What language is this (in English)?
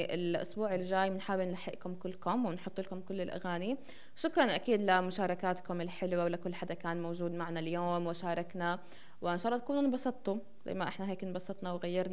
North Levantine Arabic